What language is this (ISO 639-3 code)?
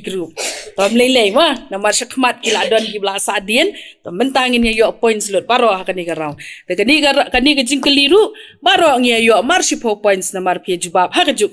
kha